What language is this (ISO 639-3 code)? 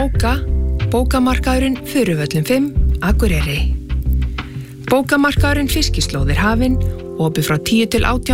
isl